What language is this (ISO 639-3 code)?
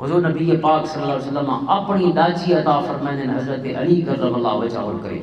lah